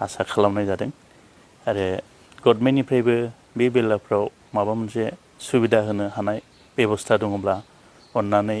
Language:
Bodo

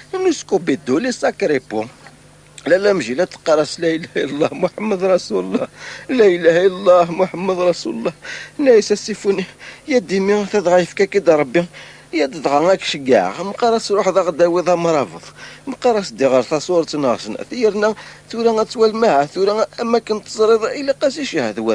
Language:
Kabyle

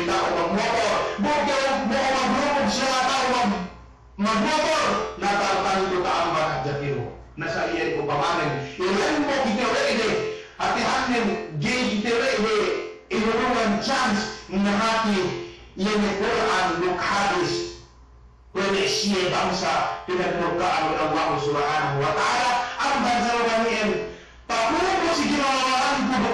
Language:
Yakan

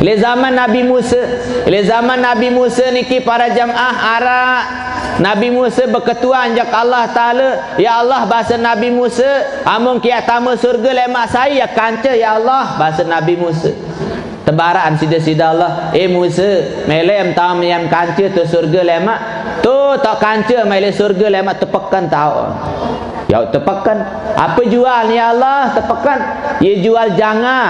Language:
Sasak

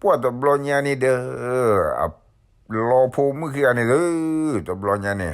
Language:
S'gaw Karen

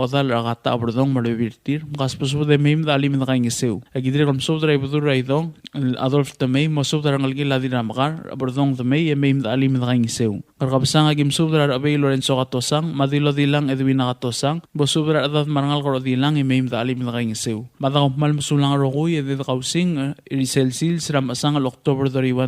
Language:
Palauan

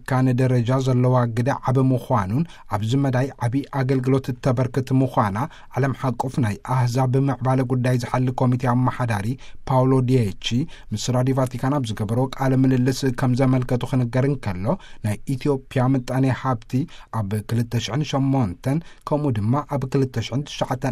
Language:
Tigrinya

